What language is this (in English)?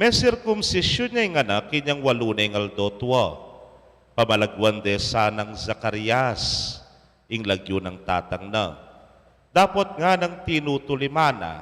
Pampanga